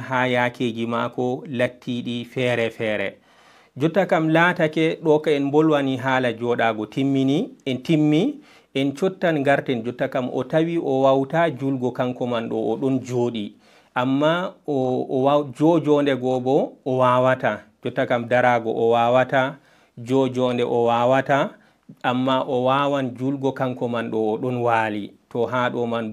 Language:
Fula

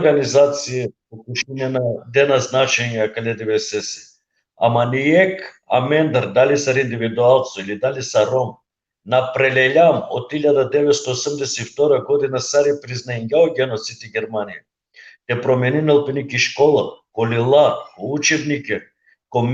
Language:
Balkan Romani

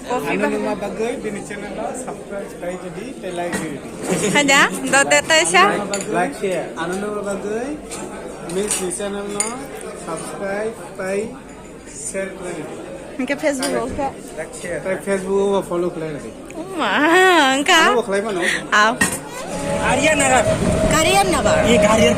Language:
Kok Borok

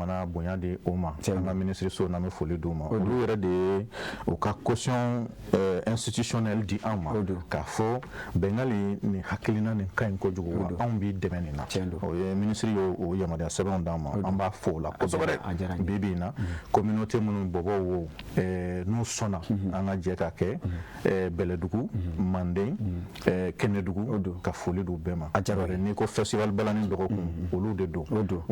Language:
Bambara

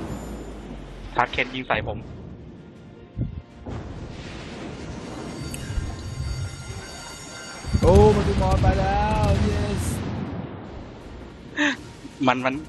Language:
Thai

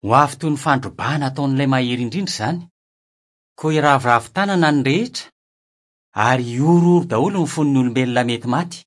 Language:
Malagasy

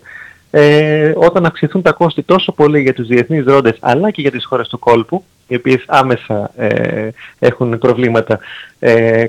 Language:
Greek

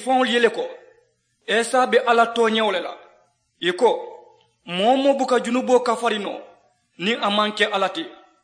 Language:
Mandingo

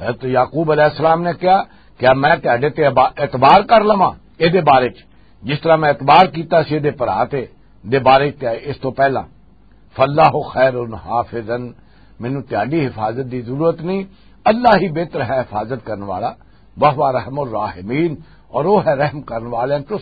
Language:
Western Panjabi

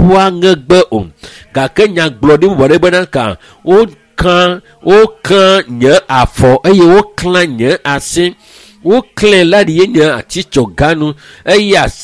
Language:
Ewe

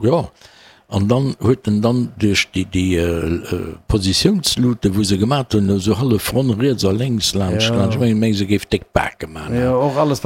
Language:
Luxembourgish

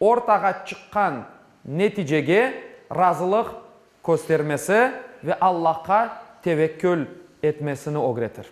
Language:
Crimean Tatar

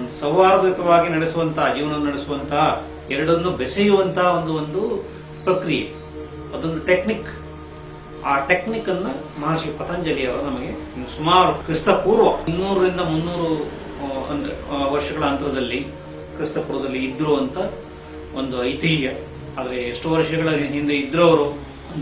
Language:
Kannada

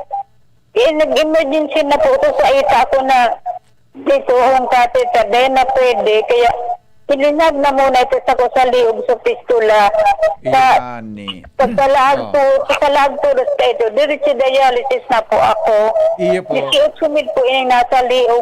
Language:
Bikol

